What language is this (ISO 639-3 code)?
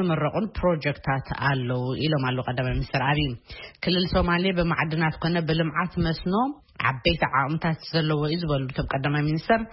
tir